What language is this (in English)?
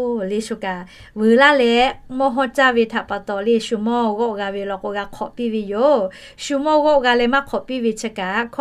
Lahu